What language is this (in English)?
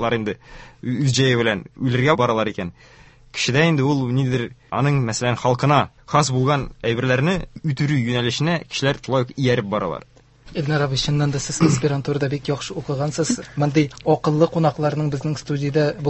Tatar